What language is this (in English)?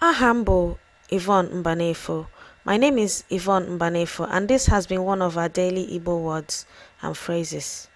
Igbo